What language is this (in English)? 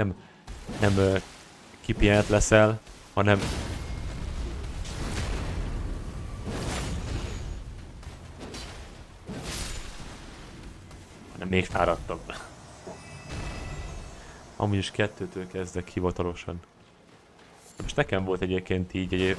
Hungarian